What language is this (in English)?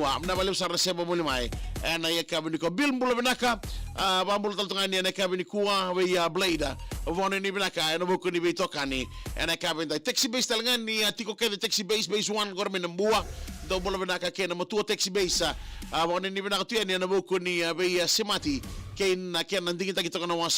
Fijian